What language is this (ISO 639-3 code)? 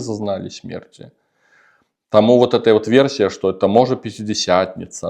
bel